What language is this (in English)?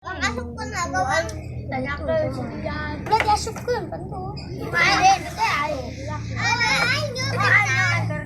Sundanese